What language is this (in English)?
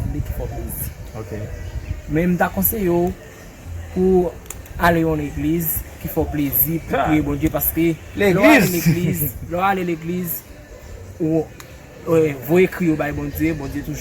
Haitian Creole